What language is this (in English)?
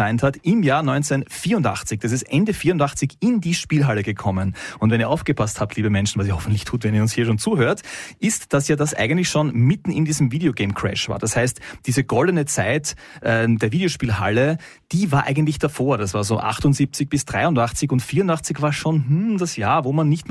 German